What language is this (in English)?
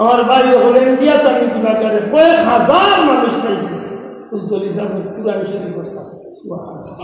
Sylheti